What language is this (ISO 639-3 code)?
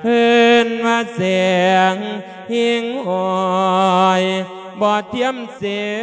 lao